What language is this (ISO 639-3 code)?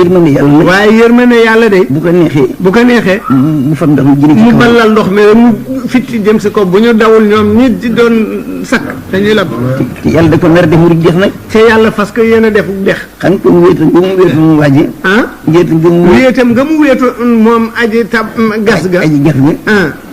wol